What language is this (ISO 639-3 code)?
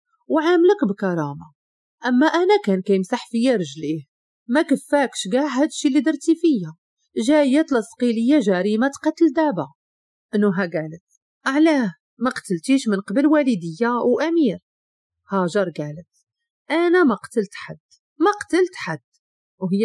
ary